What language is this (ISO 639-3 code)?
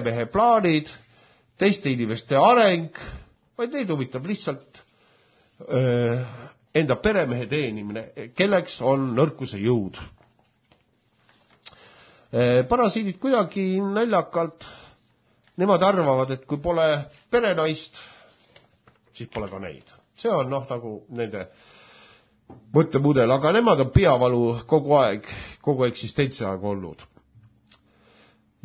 est